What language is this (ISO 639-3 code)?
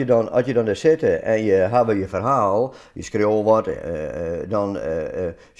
fry